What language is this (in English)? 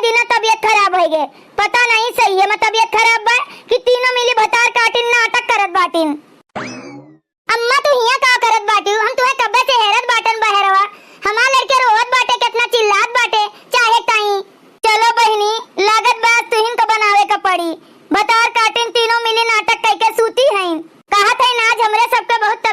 Awadhi